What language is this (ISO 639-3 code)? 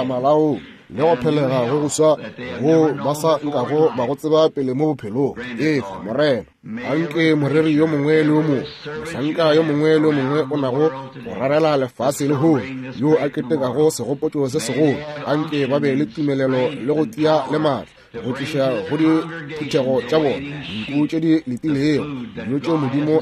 nso